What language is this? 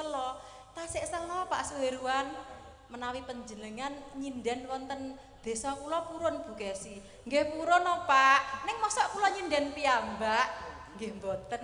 Javanese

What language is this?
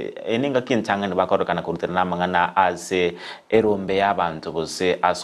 Gusii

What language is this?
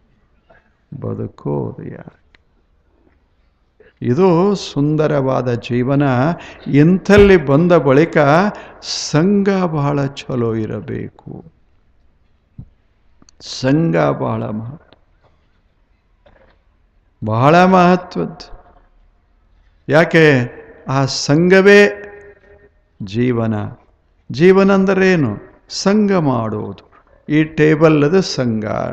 Kannada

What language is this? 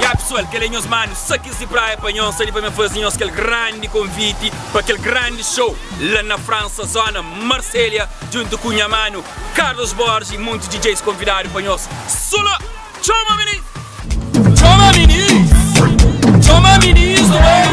Kabuverdianu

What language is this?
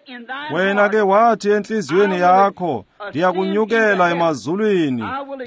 Xhosa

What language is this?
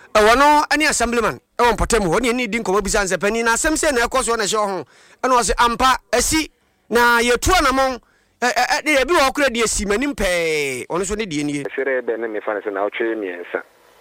Akan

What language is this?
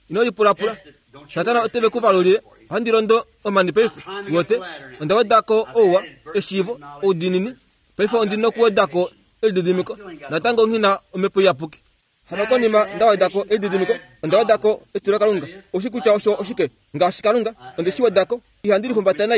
Kuanyama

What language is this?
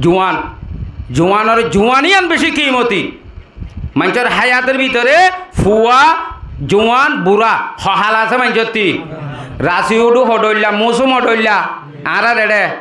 Rohingya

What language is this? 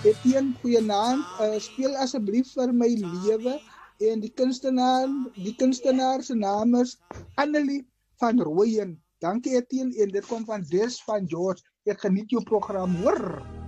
Afrikaans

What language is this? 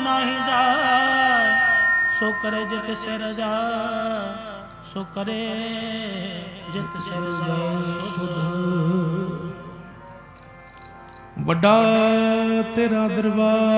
Punjabi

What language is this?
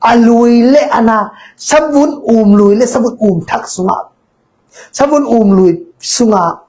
Tedim Chin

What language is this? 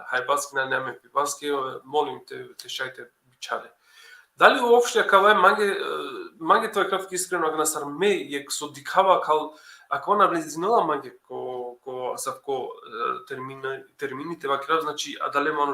Balkan Romani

